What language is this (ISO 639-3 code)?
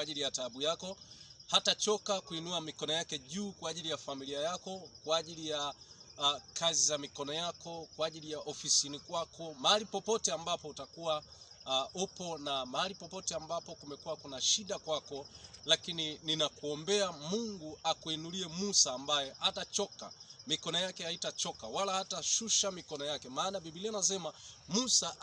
swa